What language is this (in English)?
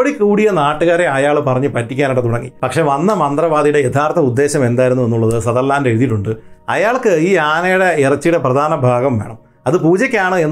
Malayalam